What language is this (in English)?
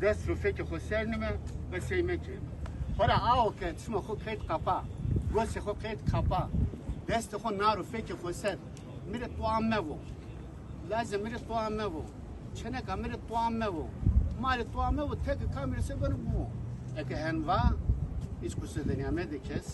Zaza